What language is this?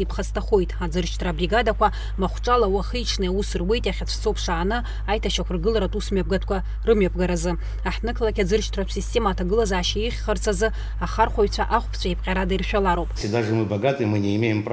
Abkhazian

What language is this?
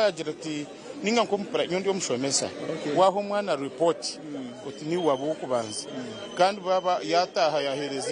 Nyankole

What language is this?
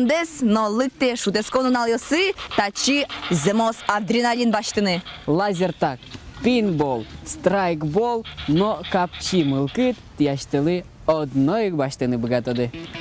Udmurt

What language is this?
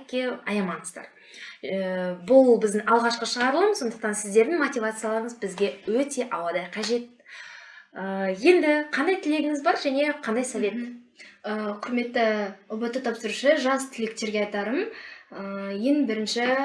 Kazakh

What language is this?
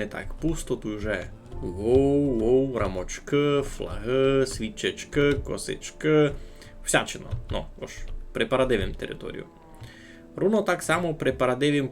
Rusyn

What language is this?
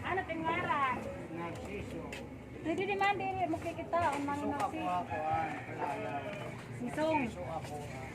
Waray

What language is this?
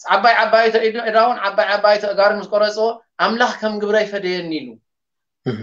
Tigrinya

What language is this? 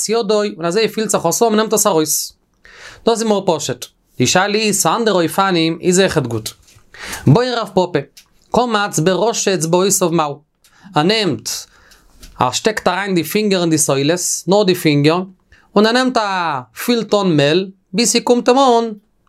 Yiddish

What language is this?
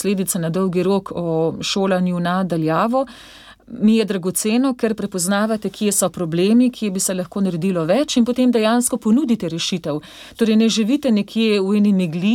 Slovenian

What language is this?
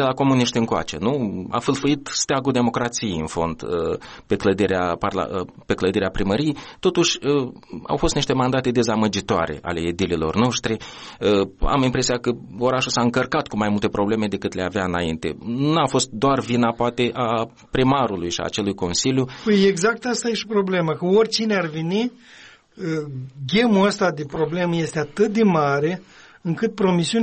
Romanian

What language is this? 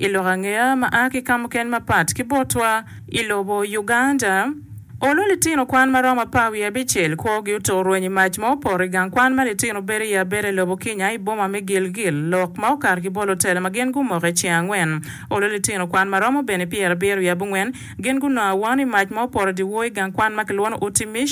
Acoli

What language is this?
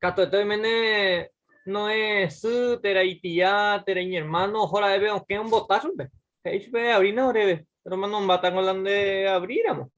Guarani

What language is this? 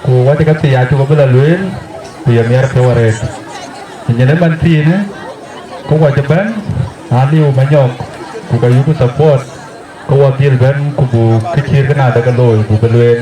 Dinka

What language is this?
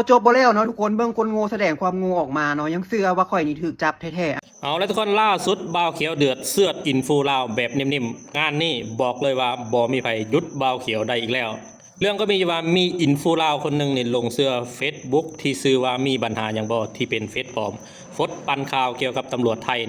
Lao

